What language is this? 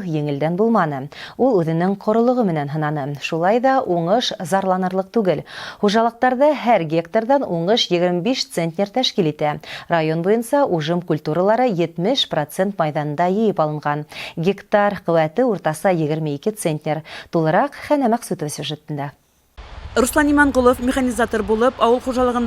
Bashkir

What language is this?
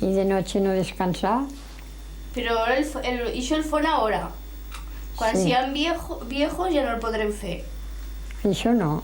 Aragonese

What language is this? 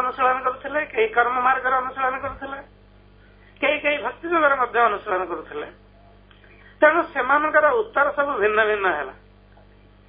Odia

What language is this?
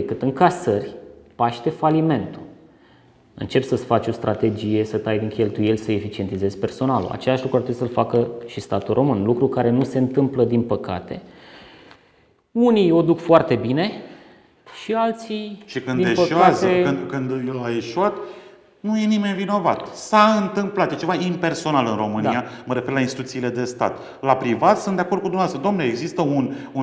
Romanian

